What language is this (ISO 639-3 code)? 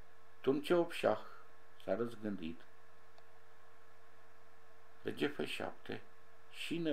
ron